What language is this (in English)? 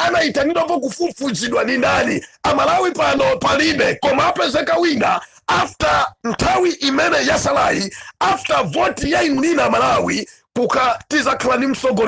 Nyanja